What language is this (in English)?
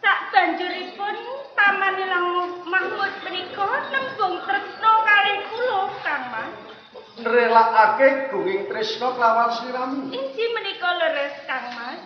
Javanese